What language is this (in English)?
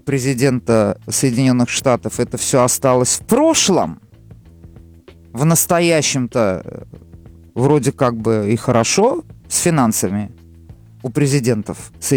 Russian